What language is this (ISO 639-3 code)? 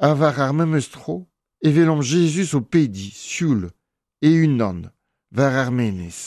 bre